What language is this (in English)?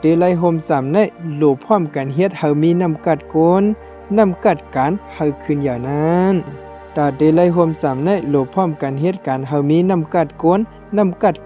Shan